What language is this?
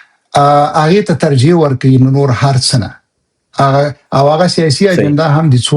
Pashto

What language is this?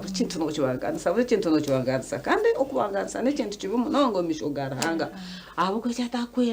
Nyankole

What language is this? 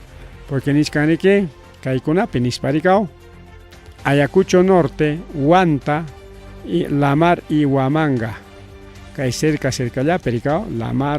Ayacucho Quechua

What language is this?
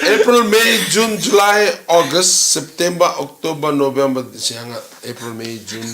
Fijian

